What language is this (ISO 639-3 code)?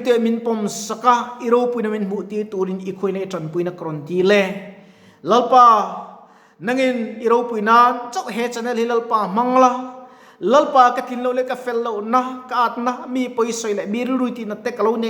lus